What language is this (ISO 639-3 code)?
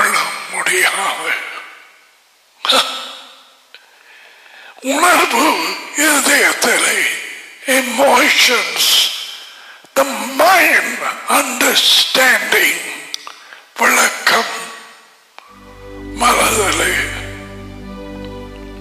tam